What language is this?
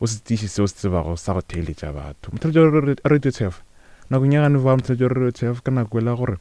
Northern Sotho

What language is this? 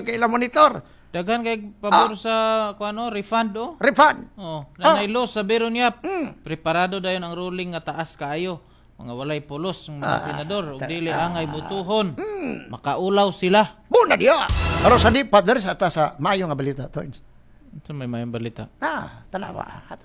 Cebuano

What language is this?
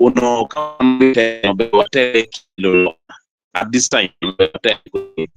Acoli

